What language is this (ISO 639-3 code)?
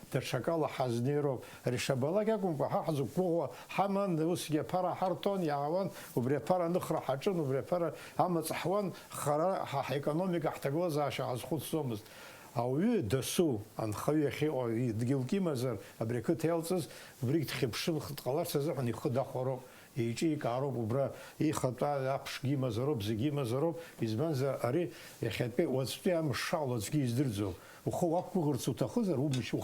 abk